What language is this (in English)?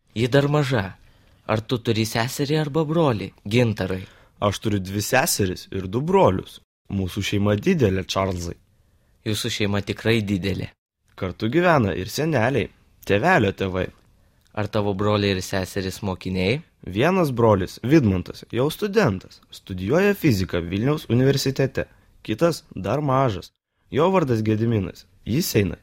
Lithuanian